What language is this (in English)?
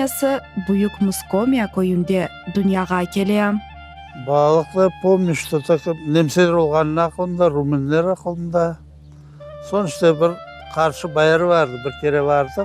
Crimean Tatar